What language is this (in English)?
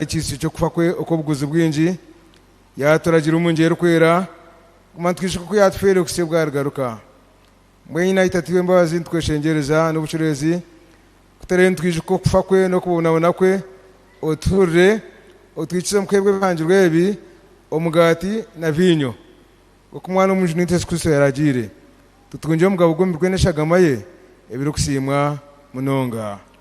Nyankole